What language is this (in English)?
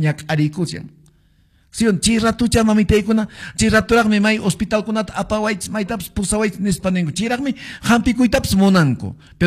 Quechua